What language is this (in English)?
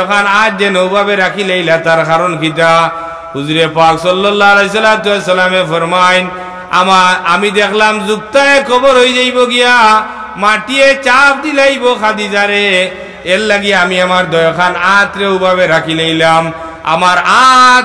Sylheti